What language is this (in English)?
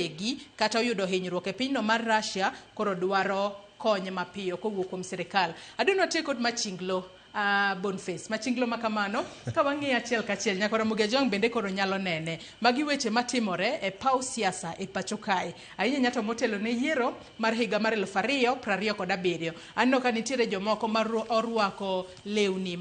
Luo (Kenya and Tanzania)